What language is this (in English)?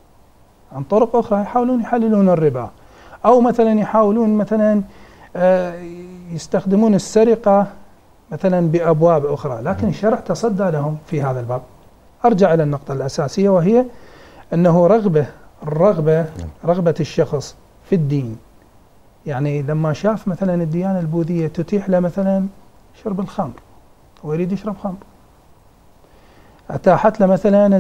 Arabic